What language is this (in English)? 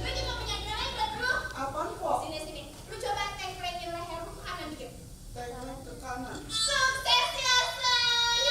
Betawi